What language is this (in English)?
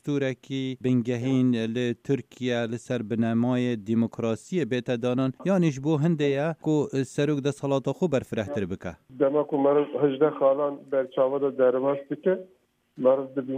Kurdish